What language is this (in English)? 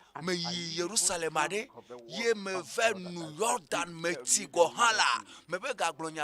Ewe